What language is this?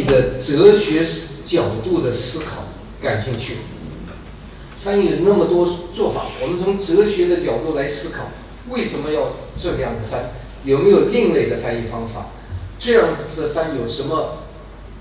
Chinese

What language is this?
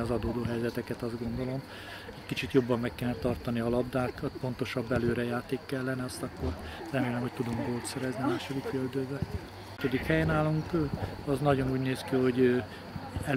Hungarian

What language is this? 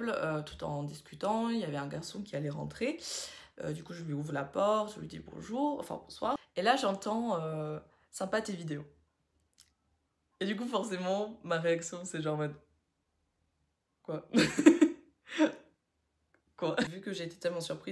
French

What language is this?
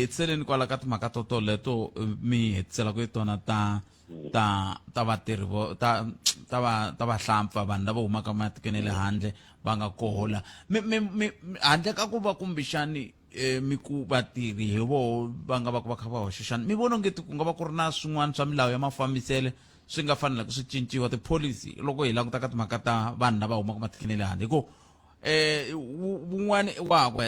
Tsonga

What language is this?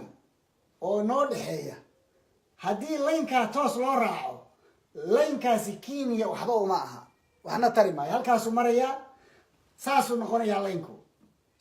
Somali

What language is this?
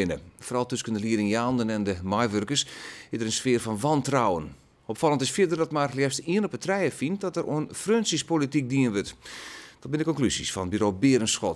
Western Frisian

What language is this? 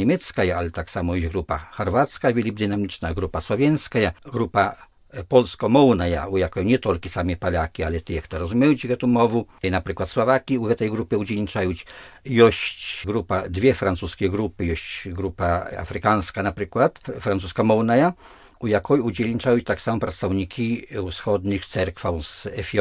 Belarusian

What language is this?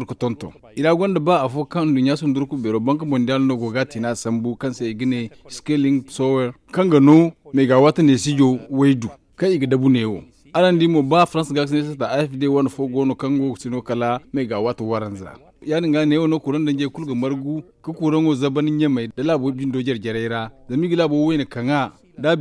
Zarma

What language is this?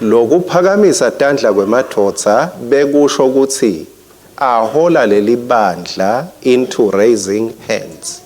Swati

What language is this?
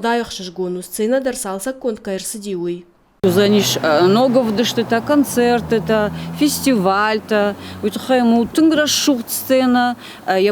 Ossetic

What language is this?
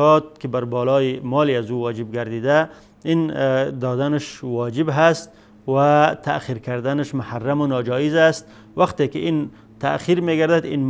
Persian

